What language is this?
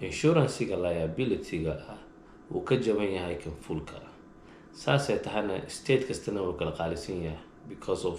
Somali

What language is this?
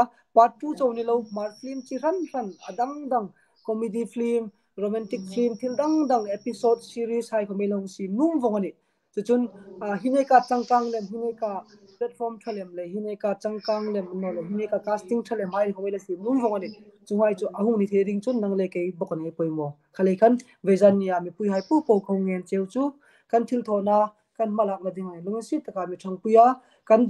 Hmar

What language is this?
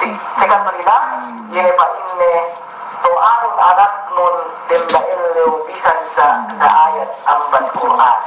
Yakan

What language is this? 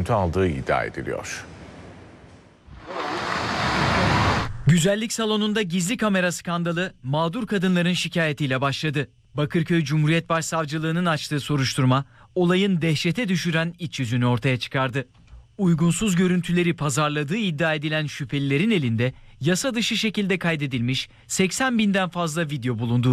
Turkish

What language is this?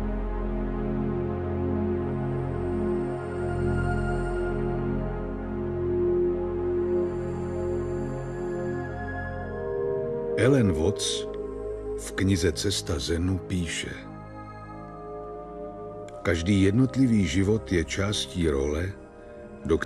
Czech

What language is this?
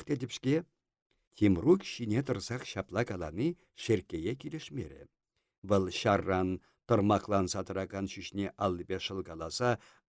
Chuvash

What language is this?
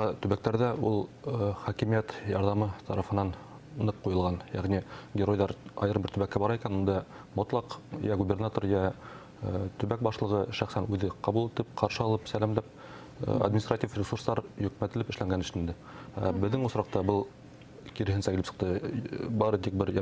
Bashkir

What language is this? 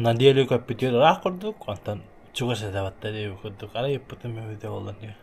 Yakut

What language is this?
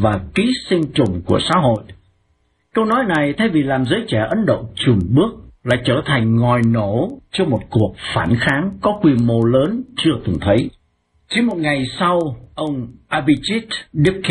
Vietnamese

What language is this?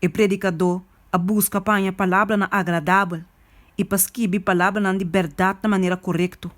Papiamento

